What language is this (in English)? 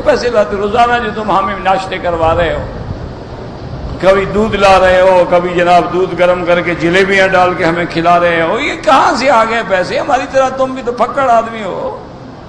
Urdu